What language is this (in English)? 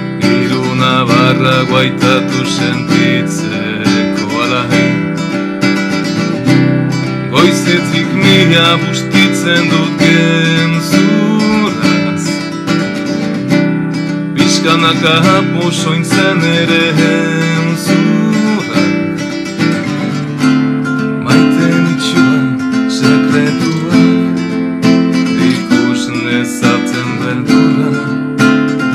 Basque